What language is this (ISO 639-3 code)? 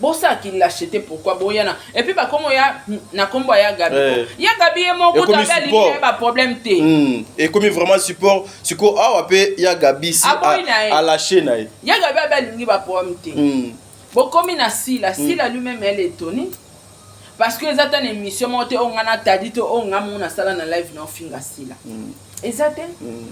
lin